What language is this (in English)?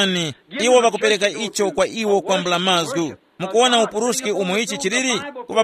Tumbuka